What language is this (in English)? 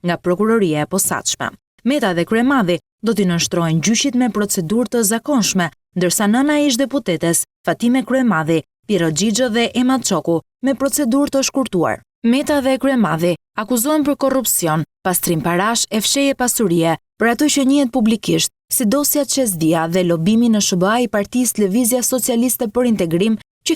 Albanian